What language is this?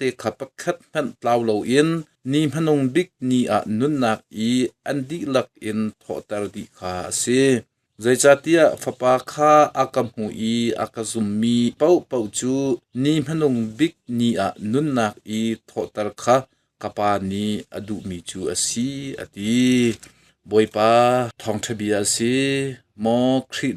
Hakha Chin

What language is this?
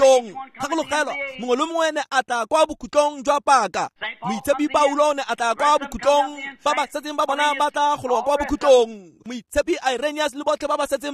Tswana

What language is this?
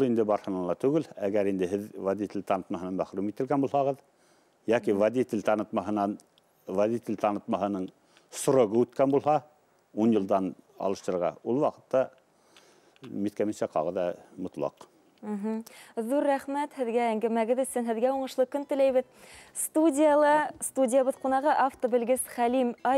Bashkir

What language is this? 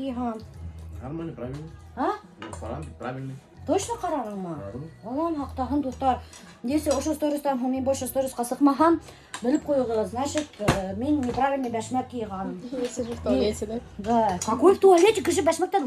Bashkir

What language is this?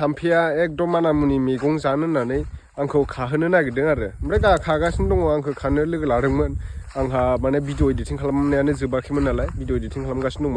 Bodo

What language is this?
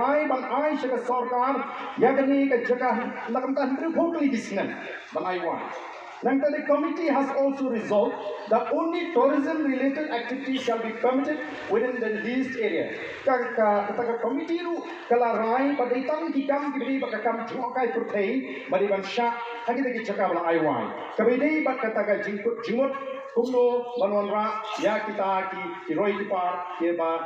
Khasi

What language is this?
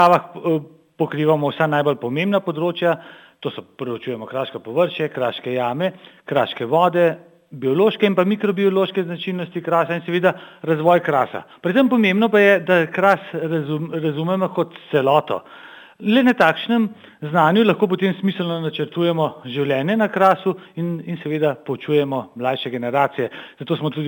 Slovenian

